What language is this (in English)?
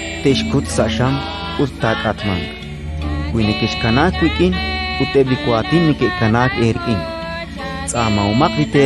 Kekchí